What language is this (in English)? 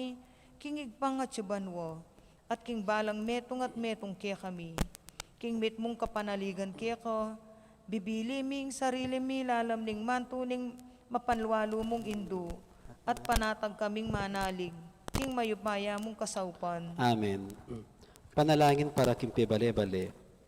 Pampanga